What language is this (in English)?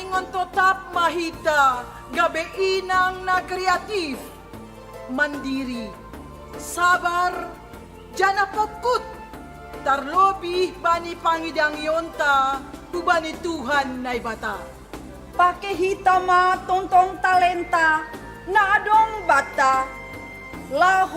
Batak Simalungun